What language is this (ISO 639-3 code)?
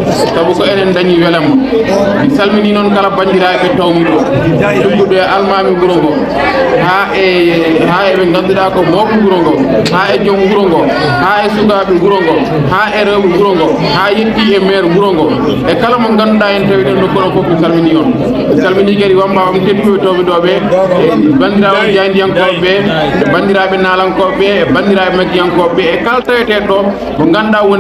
ful